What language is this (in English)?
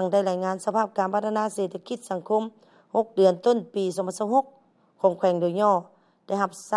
Lao